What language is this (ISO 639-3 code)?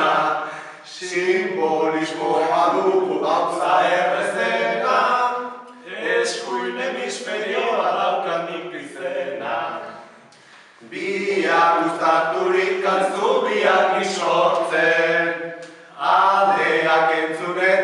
eus